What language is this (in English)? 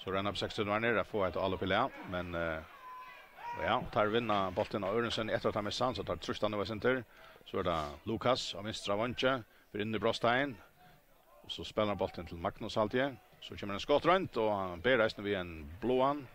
Faroese